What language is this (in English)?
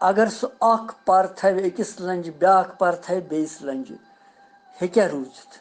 Kashmiri